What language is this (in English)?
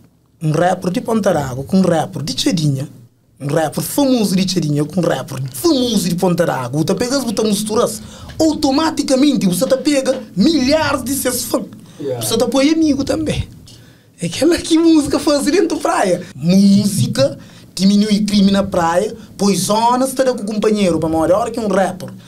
Kabuverdianu